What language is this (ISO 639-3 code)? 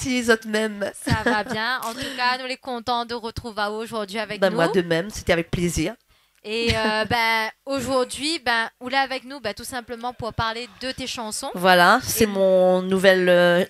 rcf